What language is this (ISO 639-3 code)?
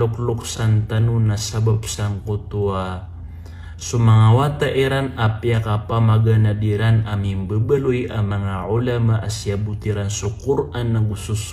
mrw